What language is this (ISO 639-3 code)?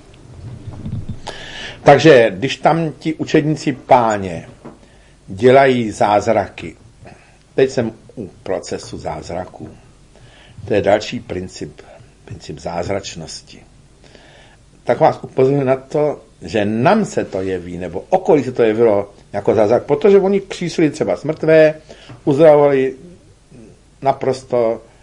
ces